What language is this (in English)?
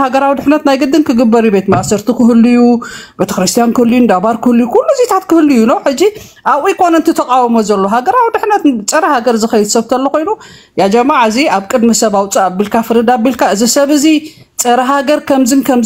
Tigrinya